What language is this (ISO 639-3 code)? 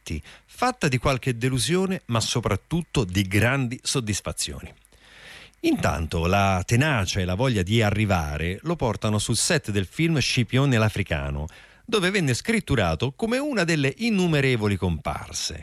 ita